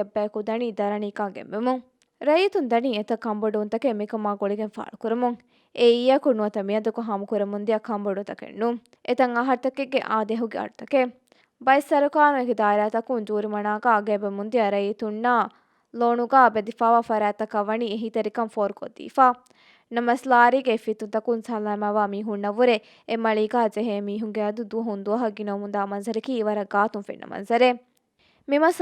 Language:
Divehi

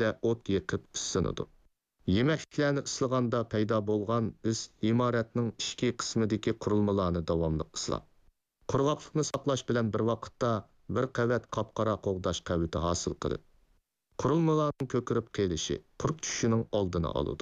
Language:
Uyghur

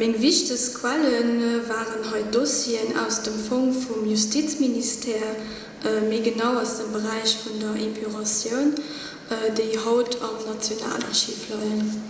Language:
Luxembourgish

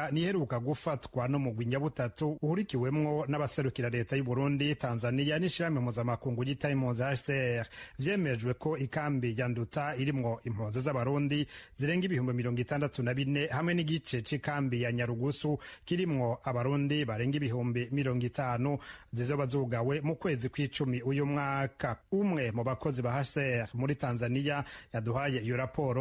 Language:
Rundi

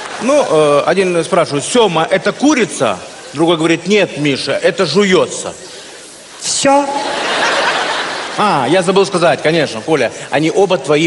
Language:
Russian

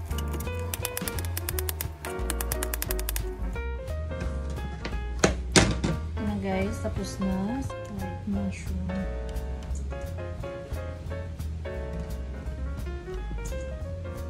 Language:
Filipino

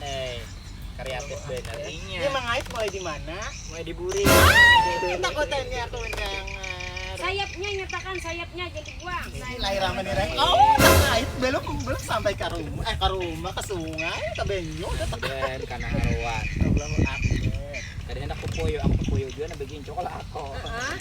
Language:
Banjar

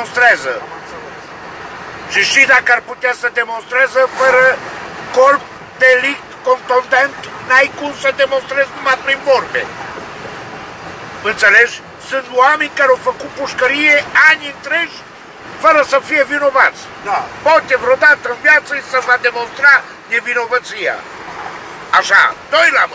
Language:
Romanian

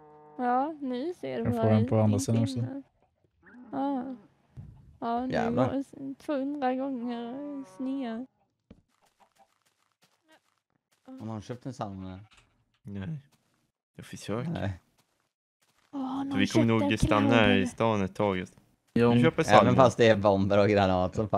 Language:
Swedish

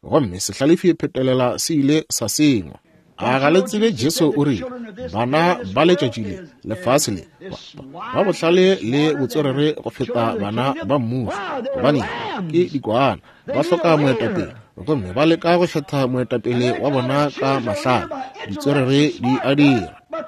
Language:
Northern Sotho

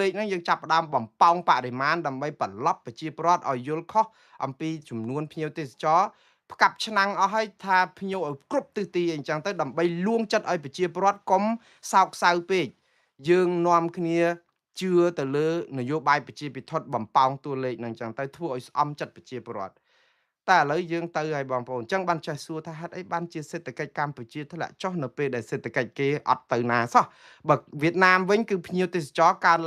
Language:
Khmer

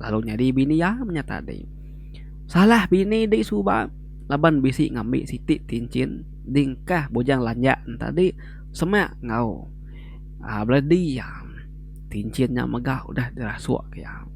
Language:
Iban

